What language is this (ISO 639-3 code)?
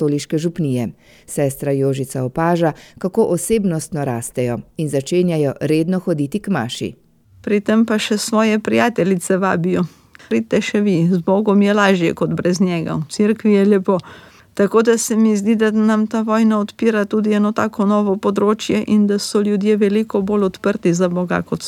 slv